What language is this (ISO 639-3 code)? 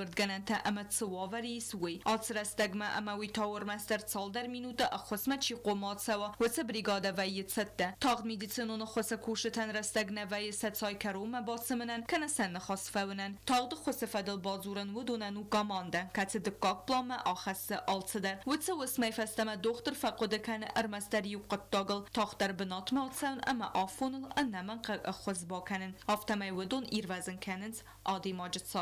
oss